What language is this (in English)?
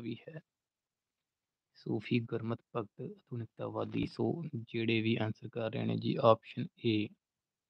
Punjabi